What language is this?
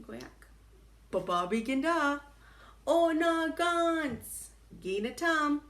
Chippewa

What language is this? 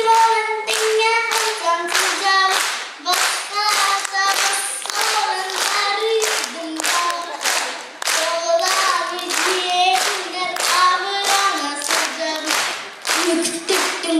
Yakut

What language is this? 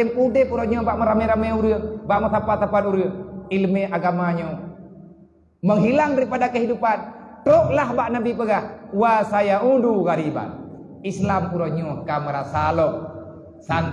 Achinese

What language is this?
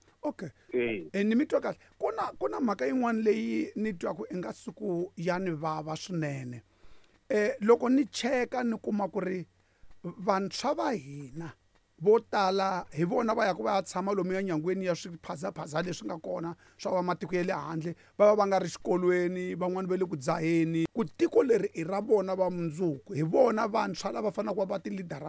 Tsonga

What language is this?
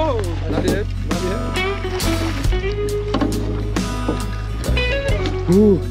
Czech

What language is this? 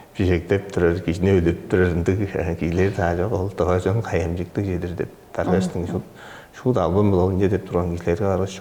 Tuvinian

